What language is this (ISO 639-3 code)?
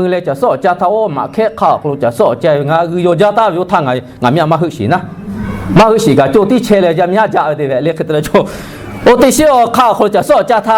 lhu